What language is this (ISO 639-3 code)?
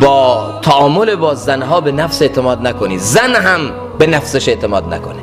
fas